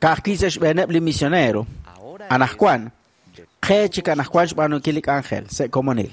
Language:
Kekchí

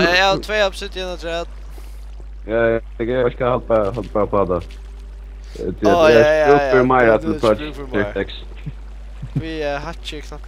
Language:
Faroese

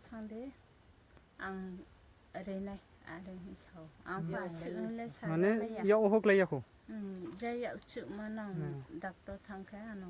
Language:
Riang (India)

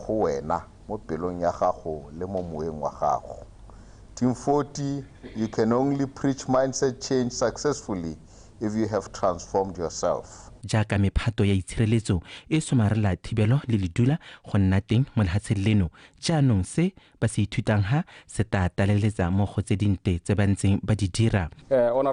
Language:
Tswana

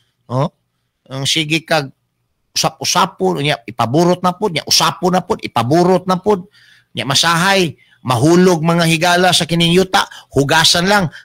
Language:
Cebuano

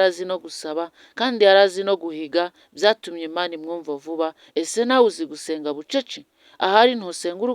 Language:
Kinyarwanda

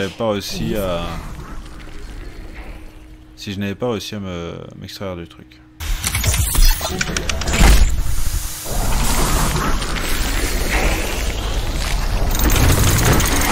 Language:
French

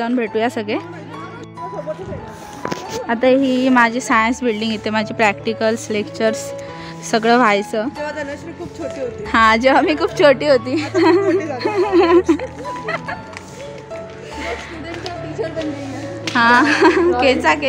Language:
Marathi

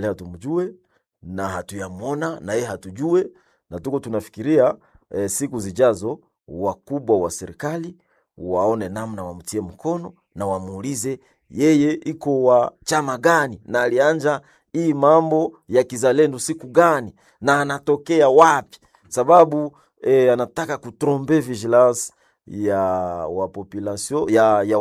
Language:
Swahili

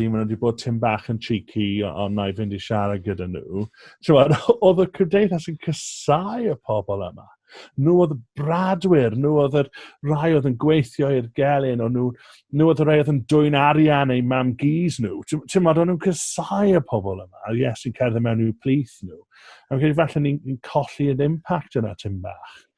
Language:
Welsh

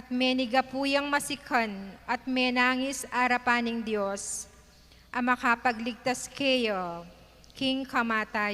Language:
Pampanga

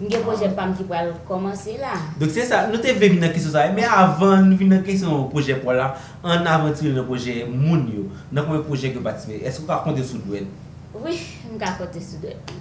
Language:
Haitian Creole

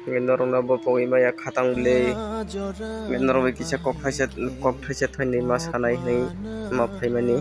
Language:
Kok Borok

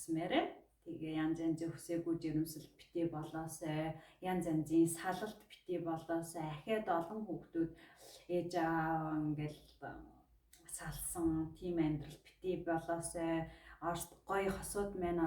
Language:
Mongolian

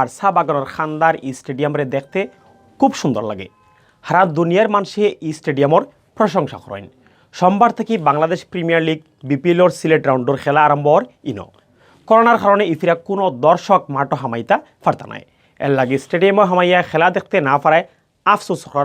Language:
Sylheti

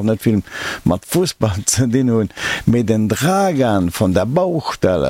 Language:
Luxembourgish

